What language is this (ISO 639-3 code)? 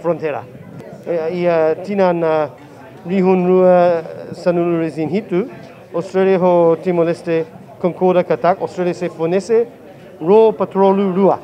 tet